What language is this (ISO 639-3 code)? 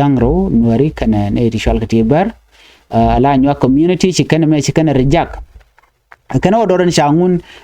nus